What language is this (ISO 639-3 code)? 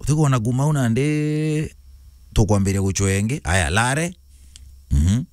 mer